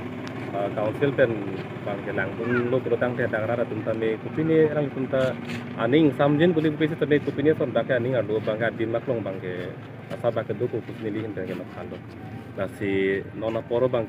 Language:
Karbi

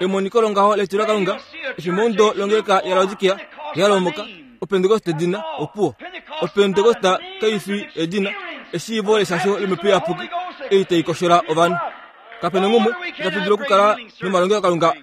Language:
Kuanyama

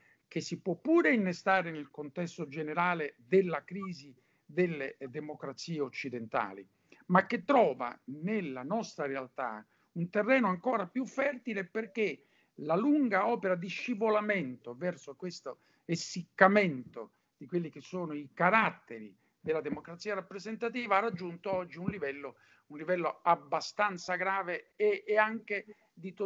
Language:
Italian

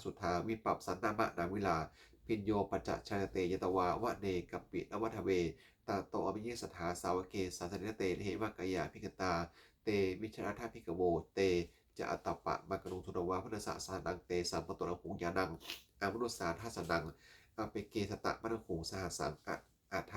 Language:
Pali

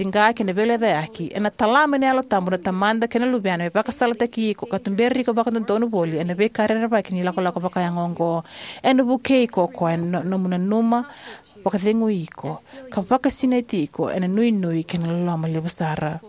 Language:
Fijian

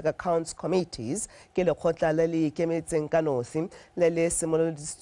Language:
Tswana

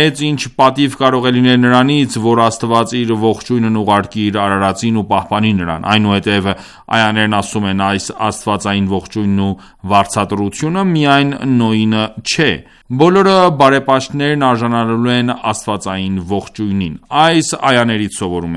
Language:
Armenian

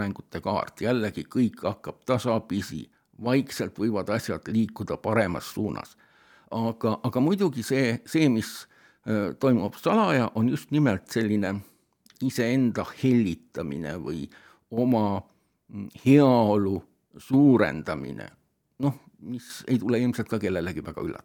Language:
Estonian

